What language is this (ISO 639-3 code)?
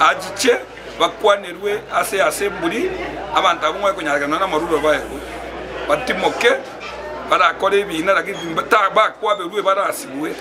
guz